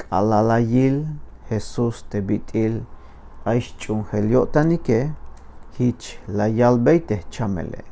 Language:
Tzeltal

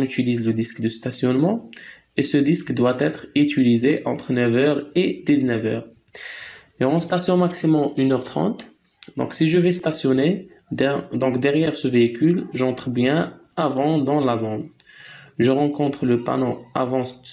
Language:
French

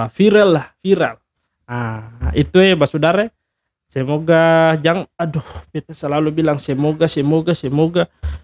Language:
Ambonese Malay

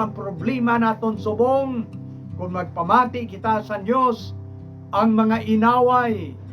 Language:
Hiligaynon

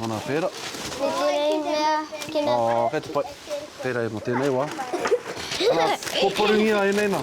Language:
Māori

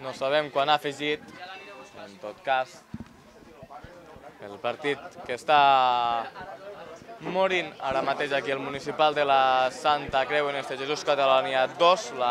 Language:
Catalan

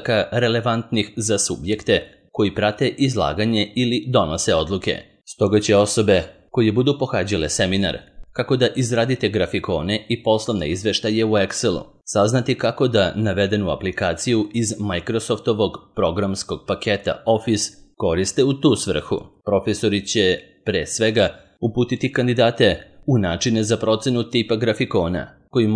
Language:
Serbian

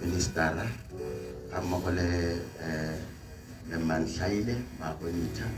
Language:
Tswana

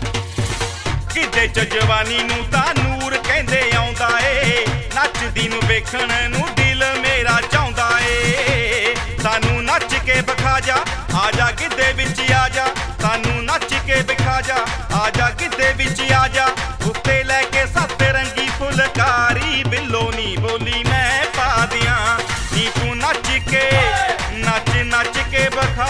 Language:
Punjabi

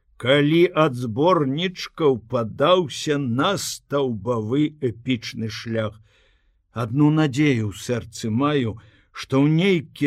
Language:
Belarusian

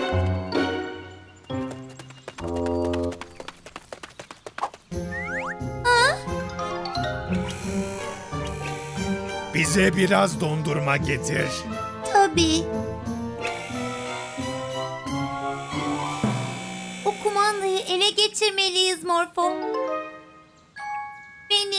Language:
Turkish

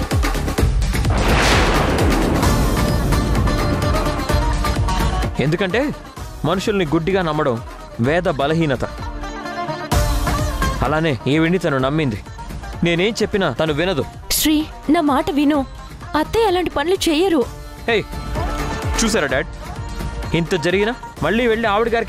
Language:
Telugu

